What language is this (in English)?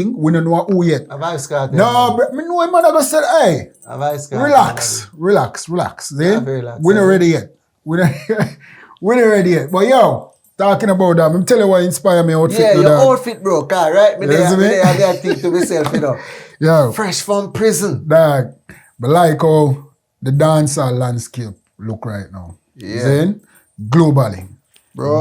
Jamaican Creole English